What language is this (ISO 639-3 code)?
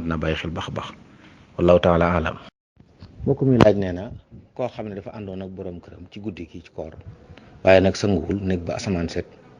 wol